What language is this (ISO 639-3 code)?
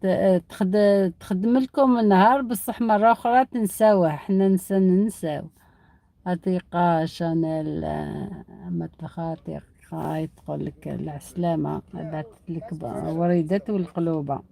arq